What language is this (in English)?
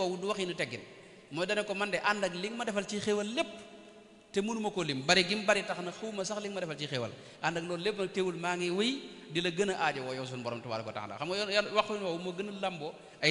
Wolof